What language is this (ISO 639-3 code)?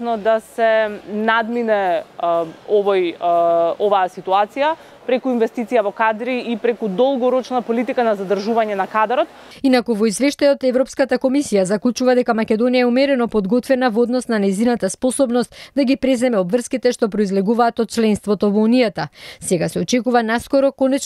mkd